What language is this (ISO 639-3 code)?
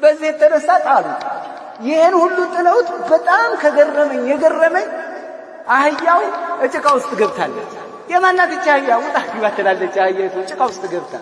amh